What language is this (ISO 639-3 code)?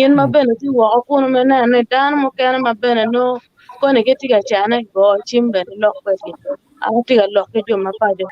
ach